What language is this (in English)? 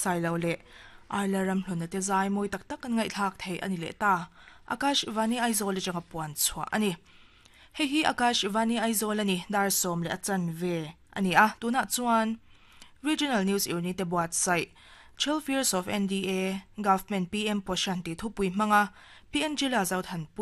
Mizo